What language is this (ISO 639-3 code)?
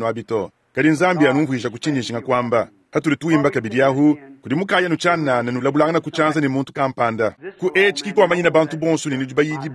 lua